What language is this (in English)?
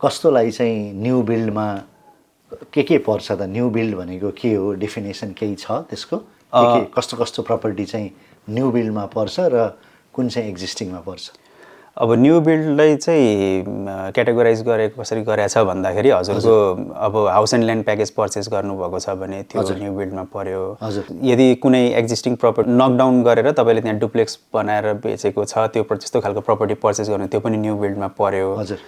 Nepali